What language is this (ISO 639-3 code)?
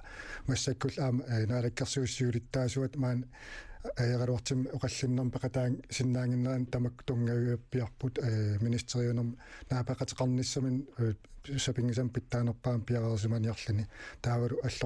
kal